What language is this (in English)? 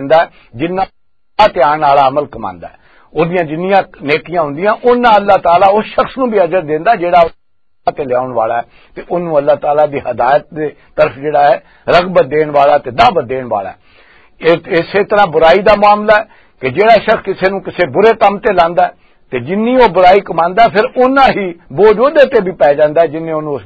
Western Panjabi